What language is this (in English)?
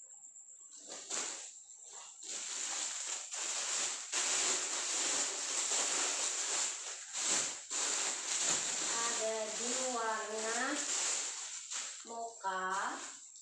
Indonesian